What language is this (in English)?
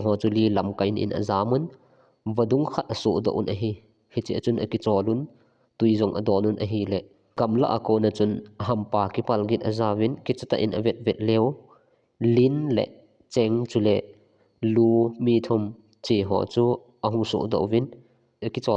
Thado Chin